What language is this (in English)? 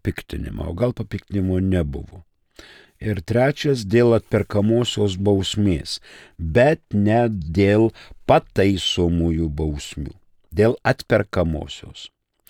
Lithuanian